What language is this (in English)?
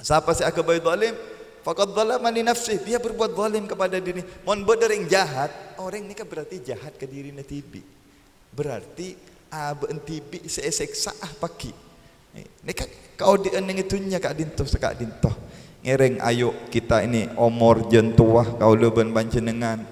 Madurese